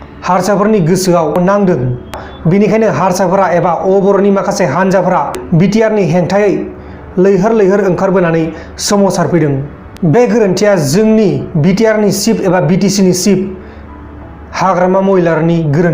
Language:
Bodo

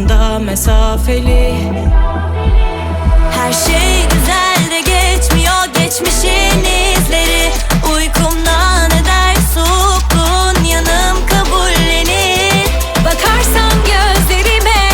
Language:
Turkish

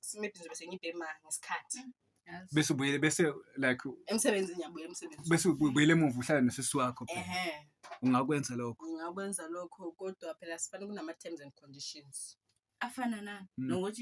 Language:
Zulu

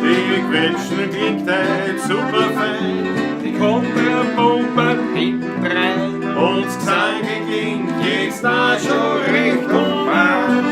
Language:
Bavarian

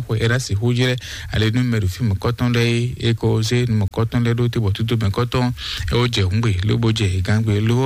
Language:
Fon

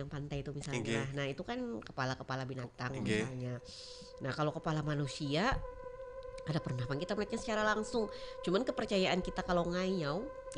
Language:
Banjar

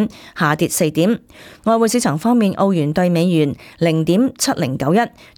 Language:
Cantonese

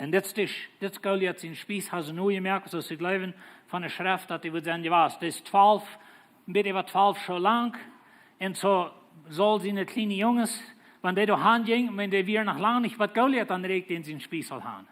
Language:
Plautdietsch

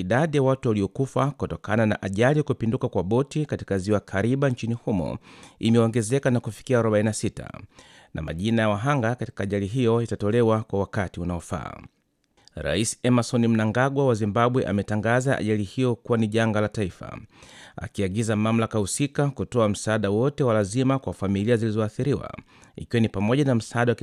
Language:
Swahili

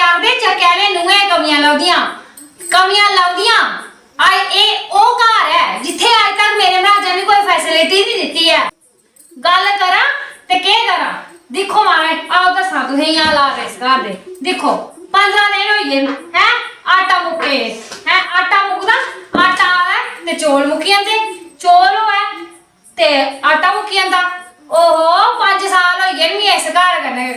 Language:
Dogri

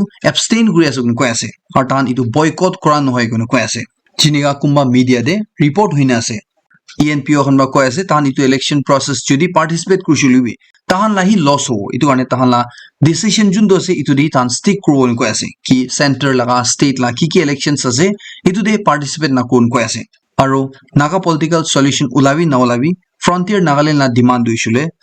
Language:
Naga Pidgin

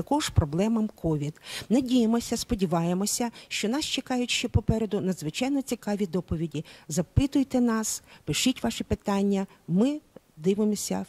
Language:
Ukrainian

